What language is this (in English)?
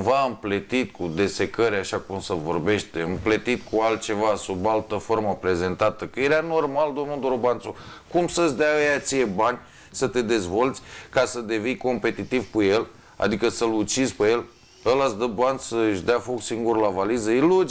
Romanian